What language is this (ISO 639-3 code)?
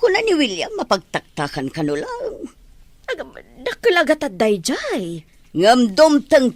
ilo